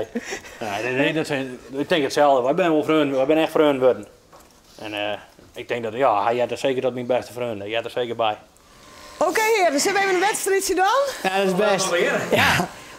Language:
Western Frisian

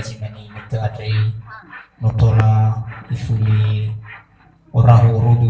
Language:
Nias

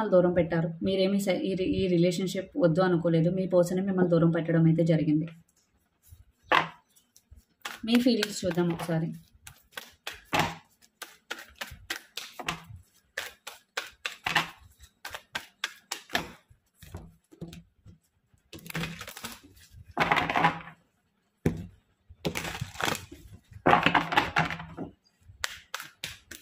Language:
Telugu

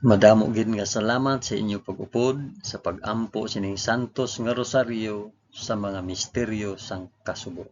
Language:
Hiligaynon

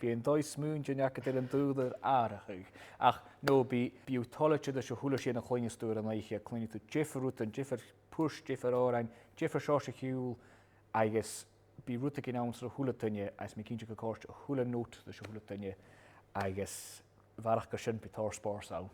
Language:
Scottish Gaelic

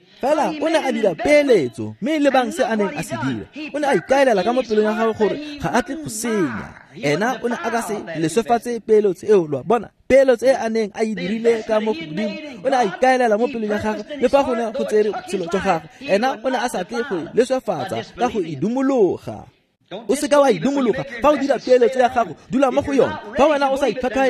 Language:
Tswana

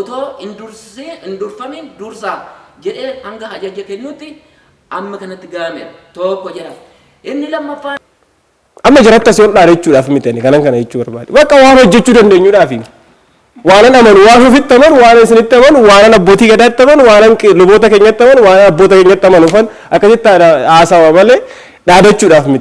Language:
Oromo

